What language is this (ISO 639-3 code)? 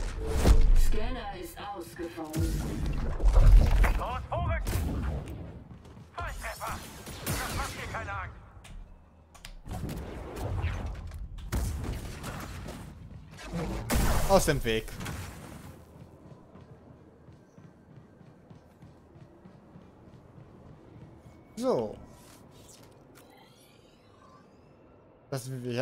deu